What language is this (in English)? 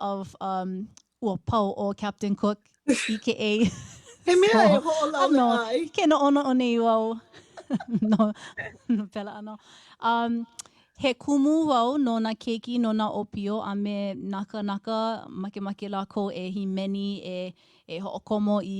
Hawaiian